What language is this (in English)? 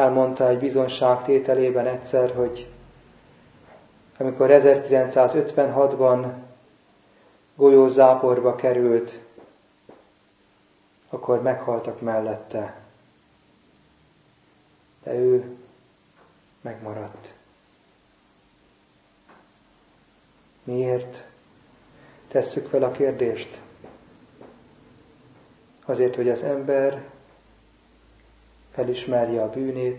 Hungarian